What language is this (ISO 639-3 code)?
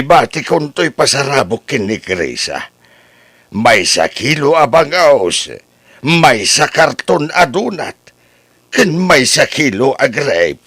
ilo